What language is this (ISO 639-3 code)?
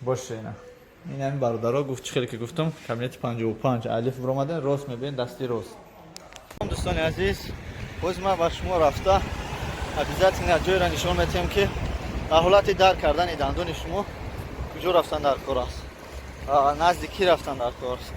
tgk